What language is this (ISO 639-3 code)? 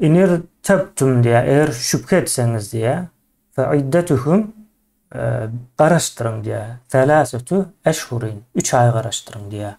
tuk